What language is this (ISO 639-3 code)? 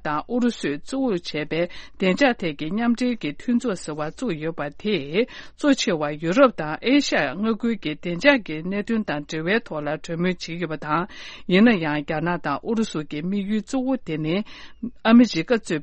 bod